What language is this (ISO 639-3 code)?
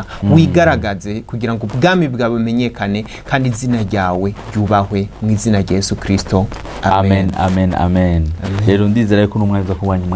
run